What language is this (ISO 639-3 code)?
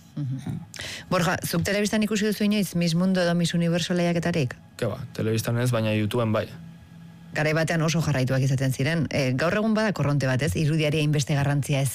eus